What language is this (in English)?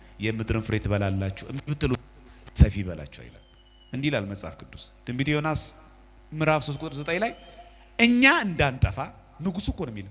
Amharic